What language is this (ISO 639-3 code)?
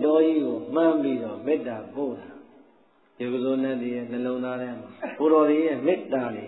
mya